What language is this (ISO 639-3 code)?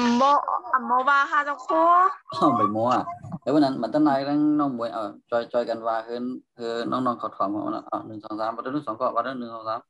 shn